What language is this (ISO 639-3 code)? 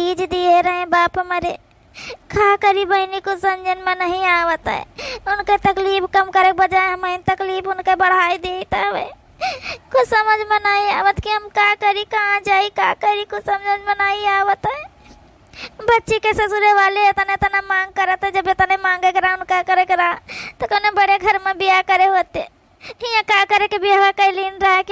awa